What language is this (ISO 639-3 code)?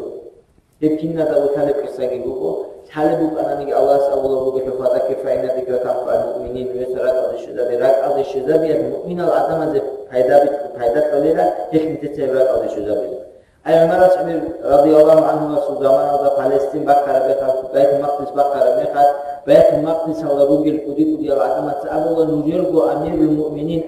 ava